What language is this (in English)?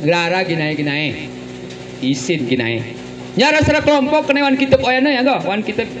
Gayo